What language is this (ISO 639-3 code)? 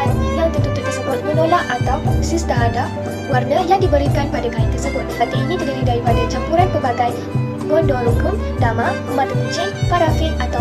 msa